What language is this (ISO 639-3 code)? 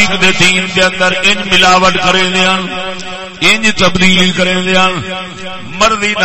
skr